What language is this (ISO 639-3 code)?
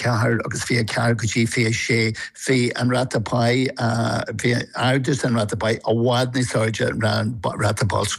gle